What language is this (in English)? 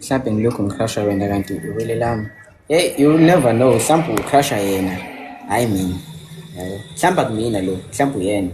Zulu